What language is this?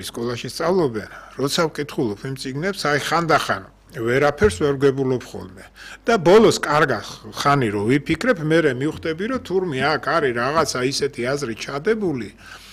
Georgian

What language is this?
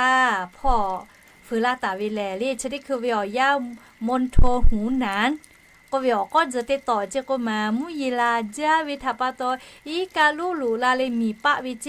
Lahu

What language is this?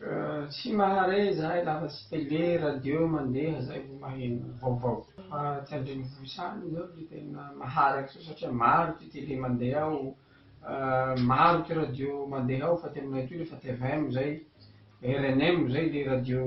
Malagasy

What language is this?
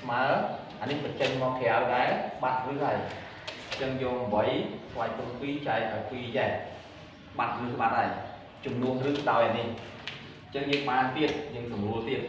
Khmer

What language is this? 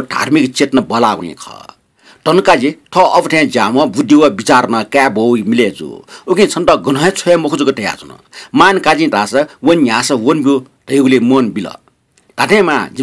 Newari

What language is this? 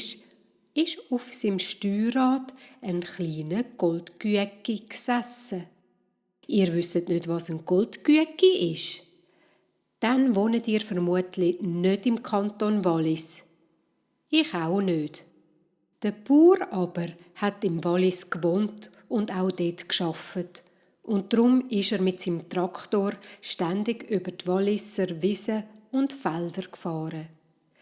Swiss German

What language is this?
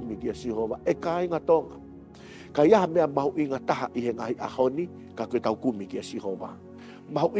Tongan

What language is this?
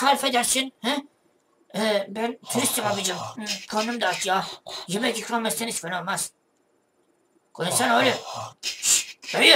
Turkish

